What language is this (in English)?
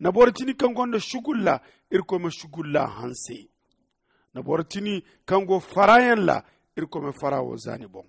Zarma